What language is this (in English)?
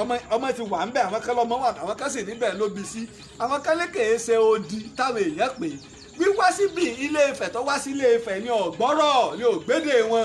Yoruba